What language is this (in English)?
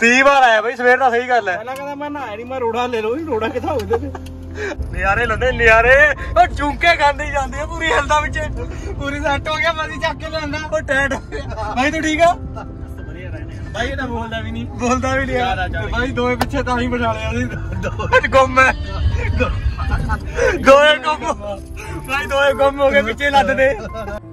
Punjabi